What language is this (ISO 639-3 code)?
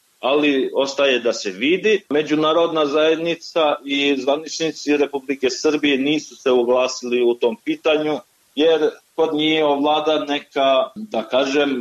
srp